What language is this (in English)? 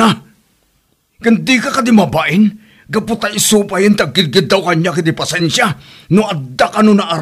Iloko